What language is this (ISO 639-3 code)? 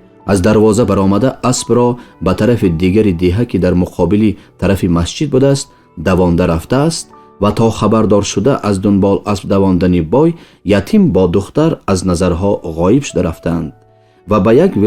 tgk